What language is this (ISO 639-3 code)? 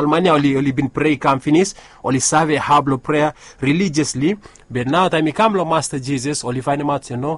bis